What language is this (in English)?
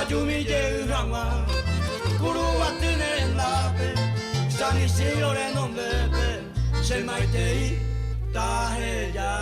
Guarani